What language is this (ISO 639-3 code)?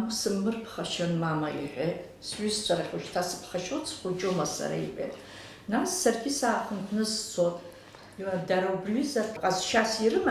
abk